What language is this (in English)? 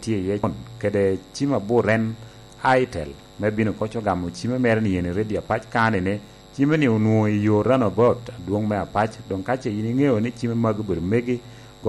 Lango (Uganda)